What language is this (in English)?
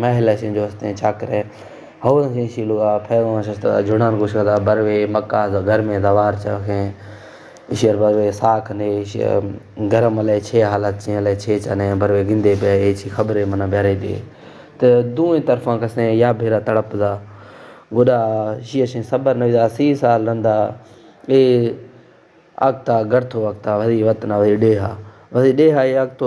Baluchi